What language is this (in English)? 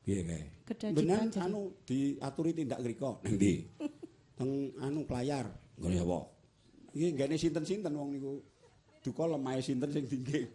Javanese